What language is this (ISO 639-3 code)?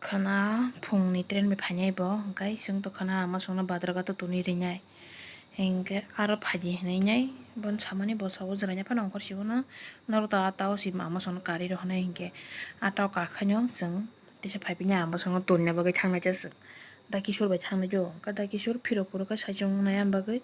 trp